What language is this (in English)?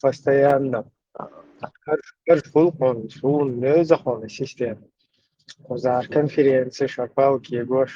Chechen